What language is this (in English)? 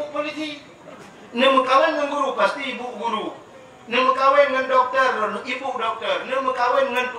Achinese